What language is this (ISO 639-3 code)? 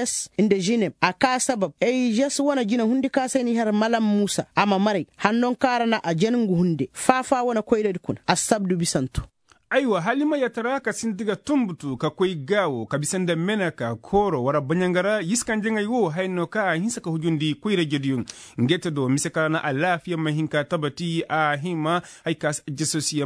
ses